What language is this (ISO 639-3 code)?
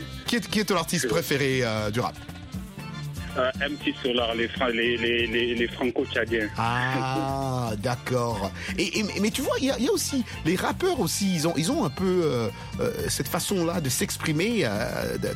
fra